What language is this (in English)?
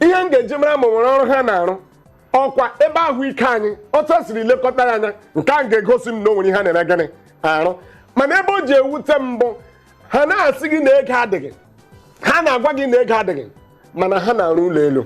Igbo